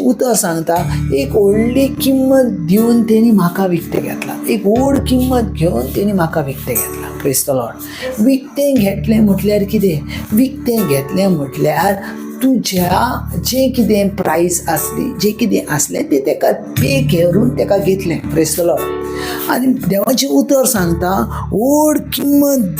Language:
Konkani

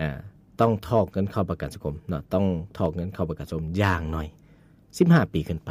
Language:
Lao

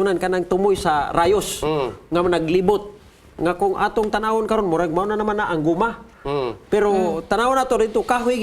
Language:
Cebuano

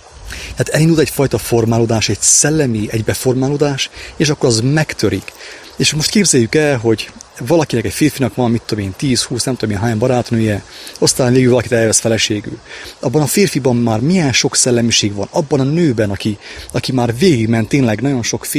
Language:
Hungarian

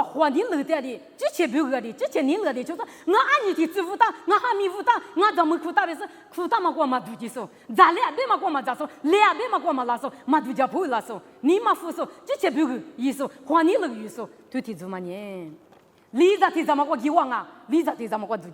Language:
Lisu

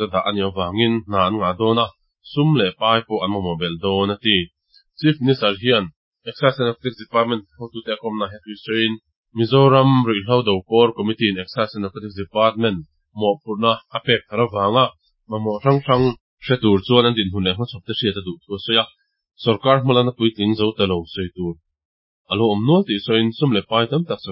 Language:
Mizo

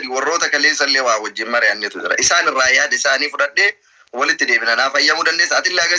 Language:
Oromo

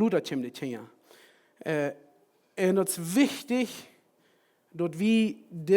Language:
Plautdietsch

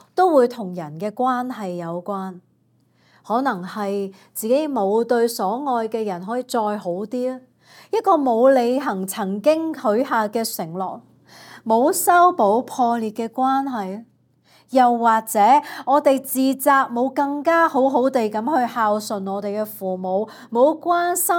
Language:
Cantonese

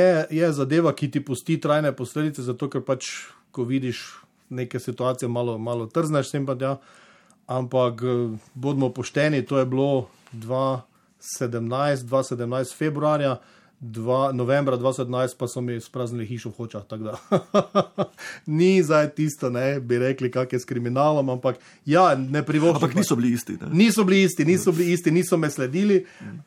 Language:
Slovenian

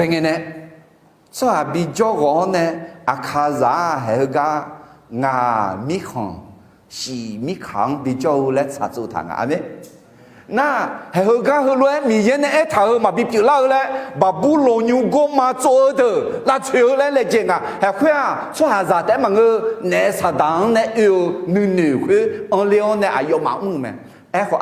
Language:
Akha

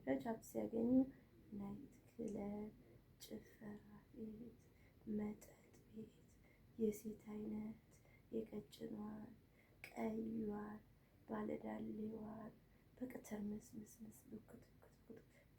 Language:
Amharic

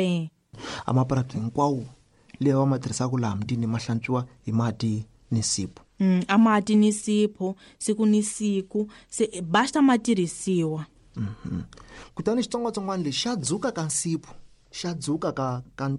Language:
Tsonga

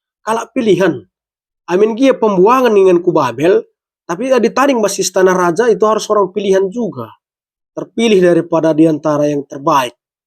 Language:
Batak Karo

